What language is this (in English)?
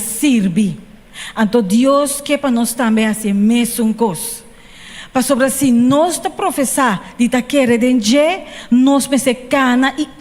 Papiamento